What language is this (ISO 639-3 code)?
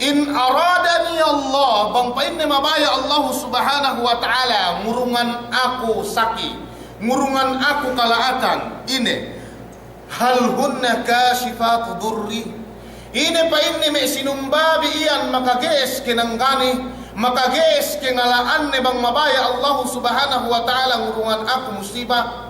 yka